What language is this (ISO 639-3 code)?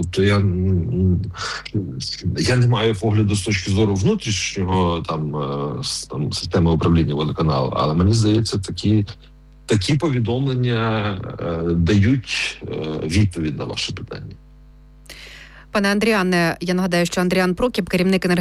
ukr